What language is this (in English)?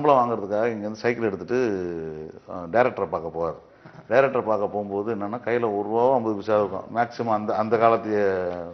Tamil